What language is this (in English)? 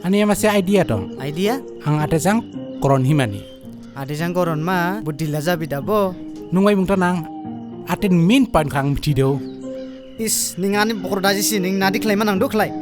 Dimasa